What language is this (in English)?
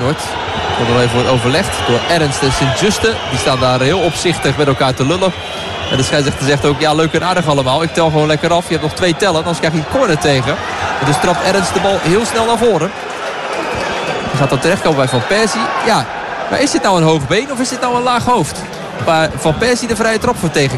Dutch